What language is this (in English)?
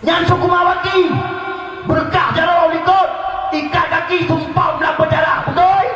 Achinese